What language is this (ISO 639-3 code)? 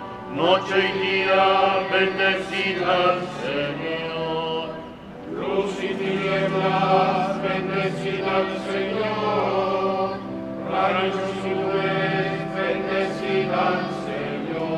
spa